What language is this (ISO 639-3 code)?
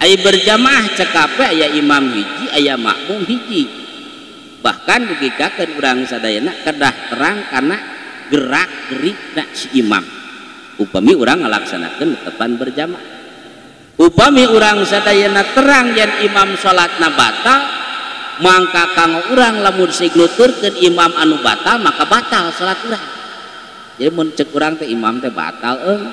sun